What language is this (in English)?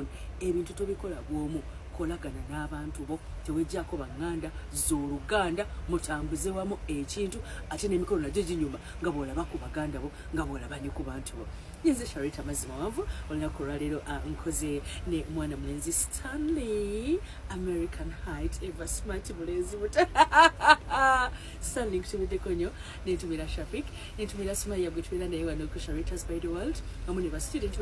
Ganda